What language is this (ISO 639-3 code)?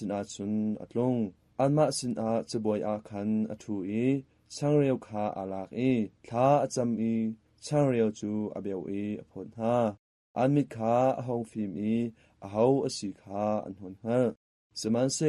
cnh